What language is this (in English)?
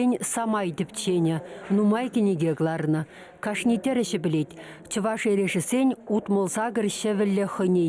Chuvash